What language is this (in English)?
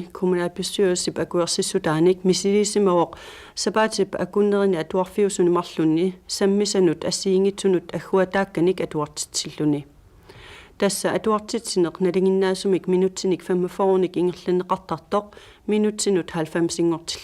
Kalaallisut